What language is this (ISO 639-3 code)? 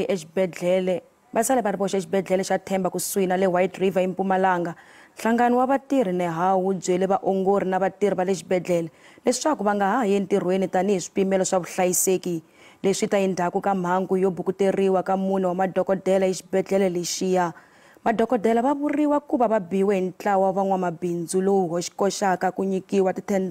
tso